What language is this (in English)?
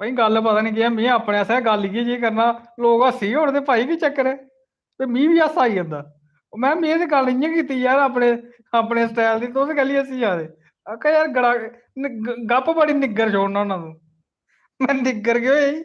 Dogri